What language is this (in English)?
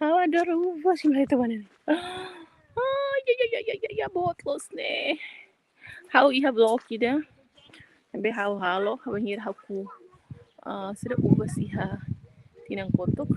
Tetum